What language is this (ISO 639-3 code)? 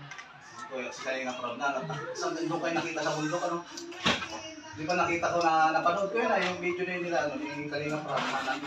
fil